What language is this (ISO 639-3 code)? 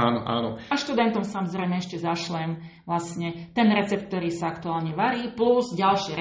slk